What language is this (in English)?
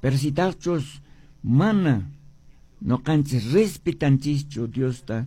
Quechua